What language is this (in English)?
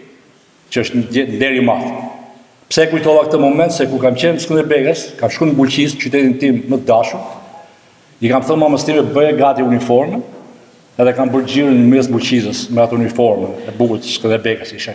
Albanian